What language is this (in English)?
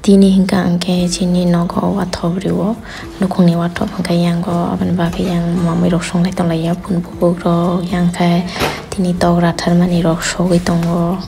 Kok Borok